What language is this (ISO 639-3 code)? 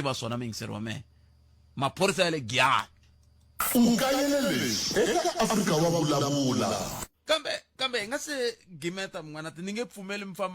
tso